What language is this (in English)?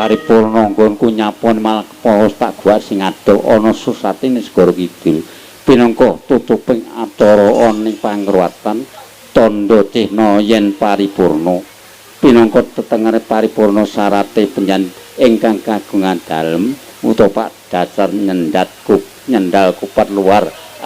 Javanese